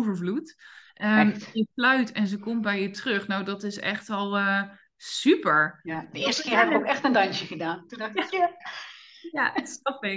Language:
Dutch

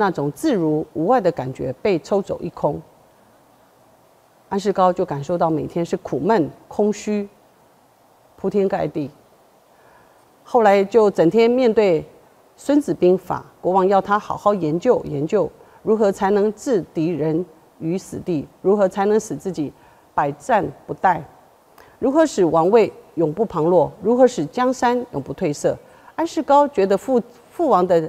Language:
Chinese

